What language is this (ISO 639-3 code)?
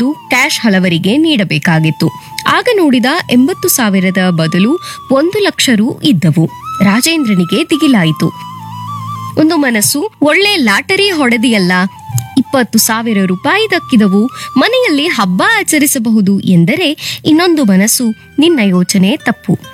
kan